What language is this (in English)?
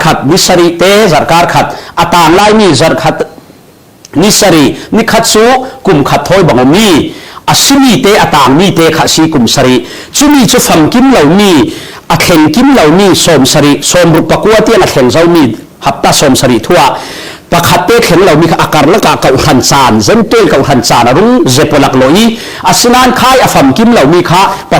Falam Chin